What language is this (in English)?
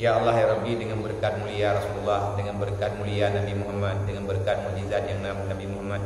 Achinese